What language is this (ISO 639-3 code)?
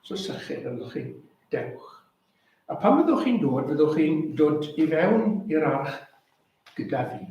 cym